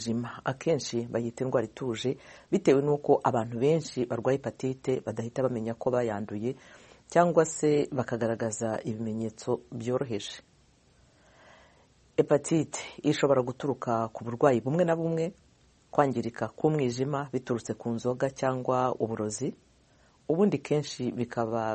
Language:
Kinyarwanda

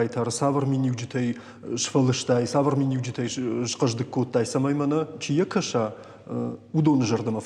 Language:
Ossetic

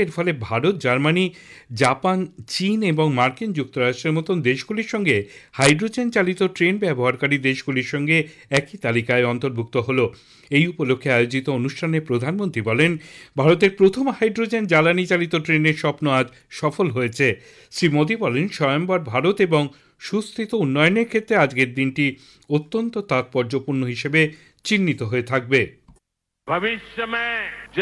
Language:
Bangla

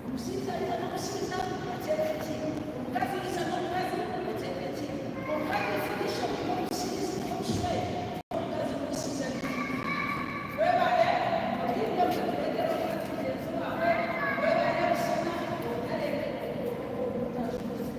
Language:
Nyankole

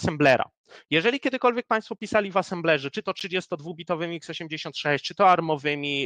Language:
Polish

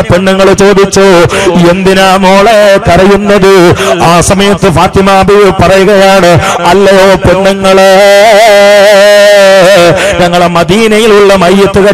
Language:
Malayalam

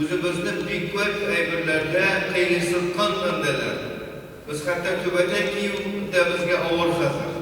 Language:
Tatar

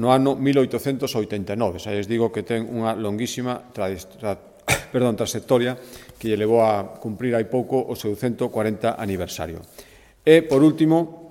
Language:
Galician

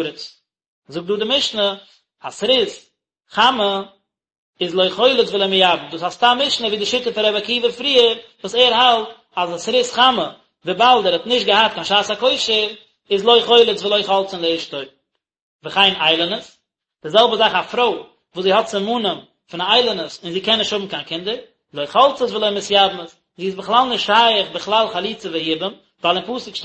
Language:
Yiddish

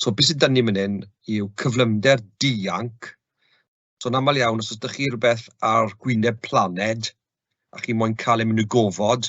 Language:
Welsh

